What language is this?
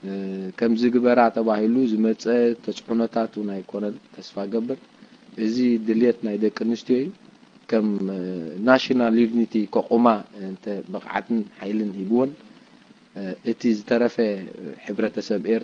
Tigrinya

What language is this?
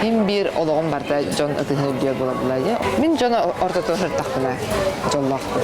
Yakut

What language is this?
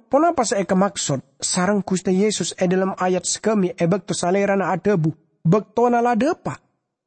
Madurese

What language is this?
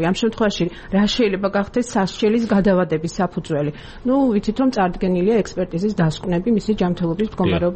Georgian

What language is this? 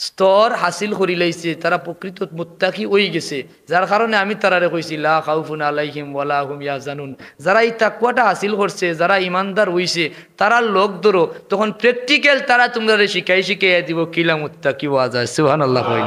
Sylheti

